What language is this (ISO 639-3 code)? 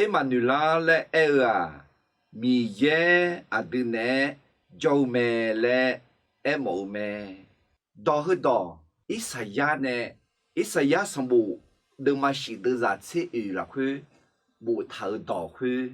ahk